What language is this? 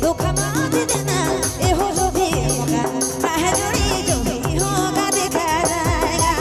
Sadri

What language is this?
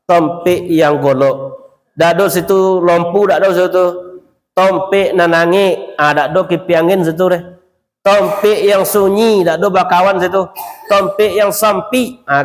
Minangkabau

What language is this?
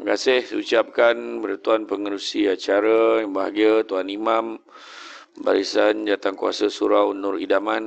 Malay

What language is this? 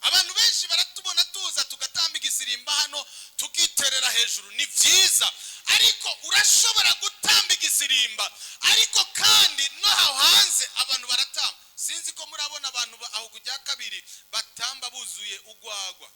Rundi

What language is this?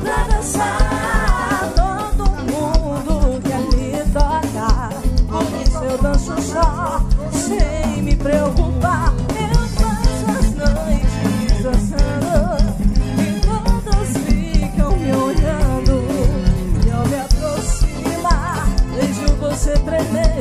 Portuguese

